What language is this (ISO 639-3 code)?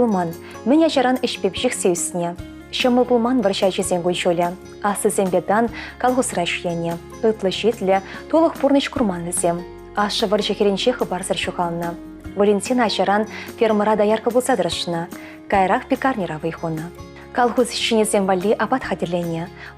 chv